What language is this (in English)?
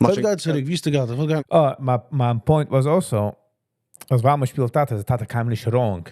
Yiddish